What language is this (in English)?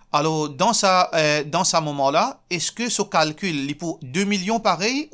Morisyen